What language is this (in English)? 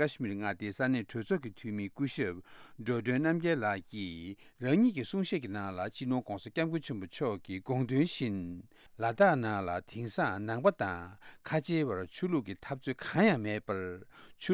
Tibetan